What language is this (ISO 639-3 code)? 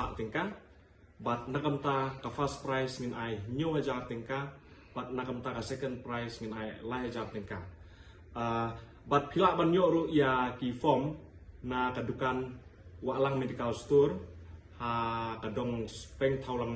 kha